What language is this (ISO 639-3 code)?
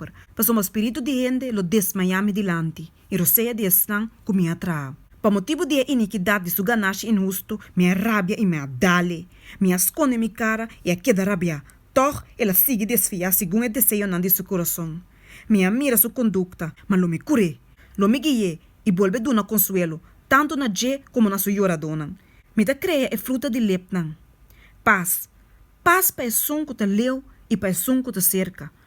pap